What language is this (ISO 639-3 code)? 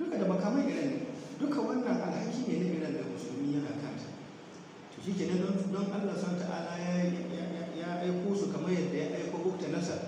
hau